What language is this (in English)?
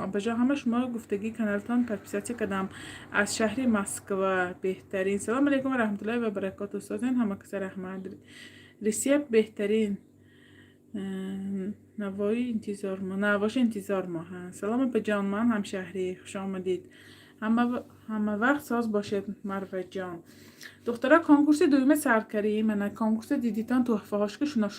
Tajik